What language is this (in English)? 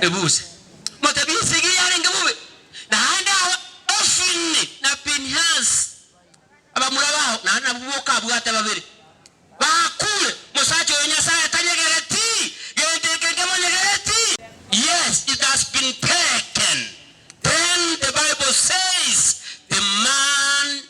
Gusii